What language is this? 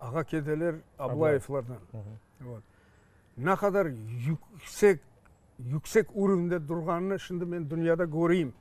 Crimean Tatar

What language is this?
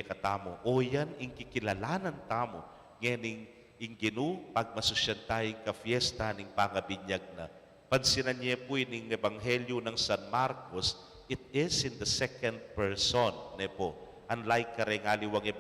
Pampanga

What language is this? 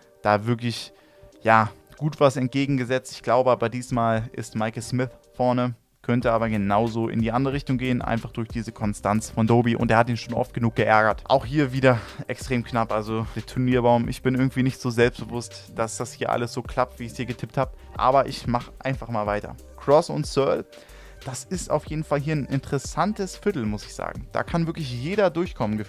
German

